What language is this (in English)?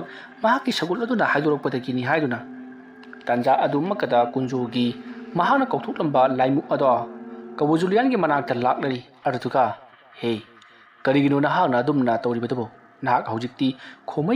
Manipuri